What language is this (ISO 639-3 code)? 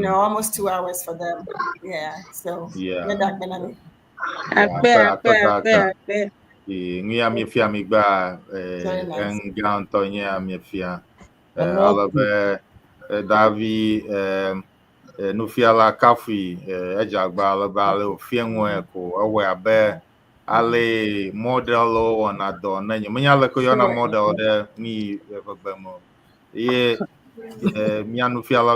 ewe